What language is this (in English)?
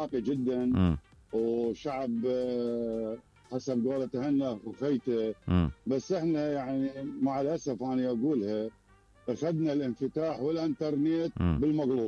Mesopotamian Arabic